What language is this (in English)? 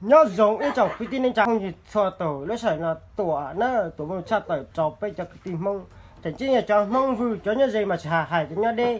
Hmong